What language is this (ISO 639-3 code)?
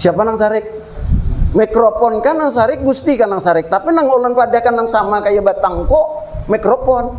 bjn